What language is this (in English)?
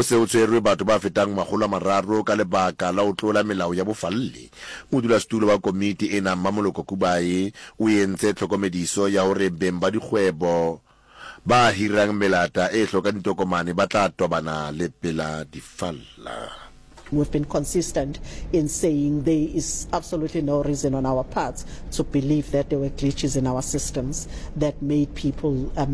Southern Sotho